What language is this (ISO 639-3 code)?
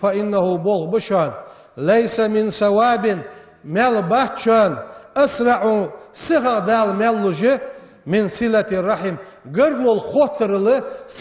inh